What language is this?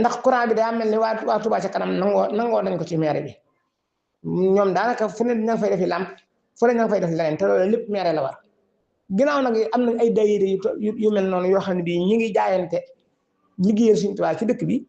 Wolof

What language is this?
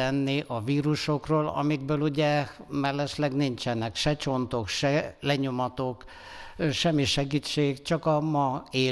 Hungarian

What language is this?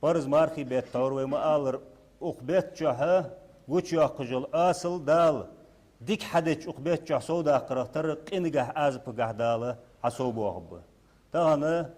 Ingush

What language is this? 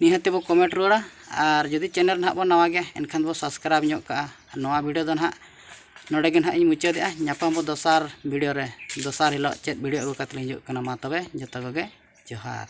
Santali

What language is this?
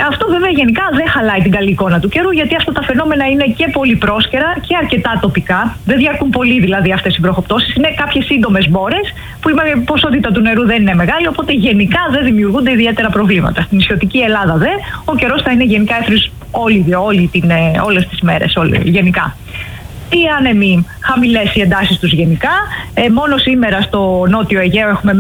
Greek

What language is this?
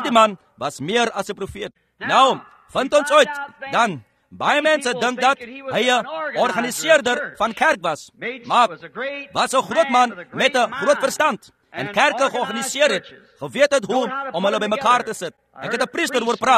Afrikaans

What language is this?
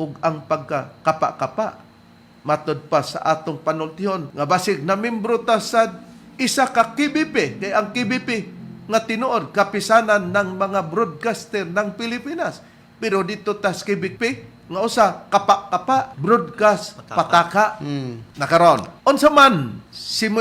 Cebuano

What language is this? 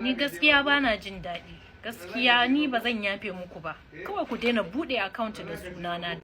Hausa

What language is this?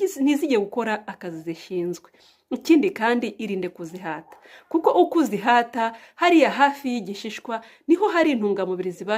Kinyarwanda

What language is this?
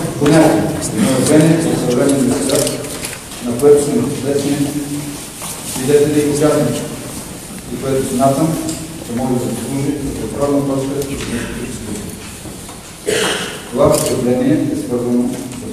Bulgarian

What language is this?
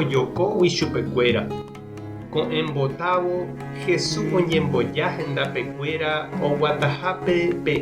Guarani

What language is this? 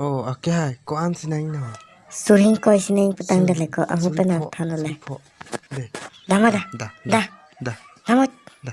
Karbi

